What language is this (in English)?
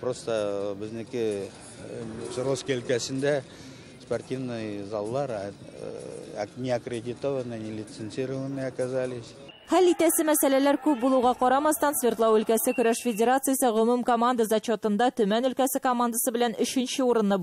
Tatar